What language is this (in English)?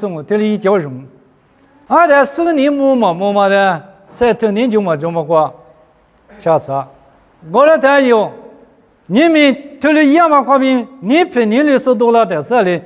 Lisu